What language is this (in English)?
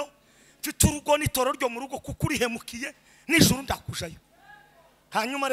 Kinyarwanda